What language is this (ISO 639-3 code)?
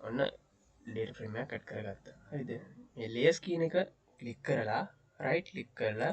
sin